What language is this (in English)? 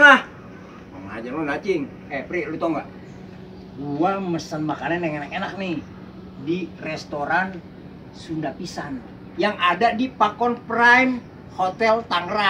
Betawi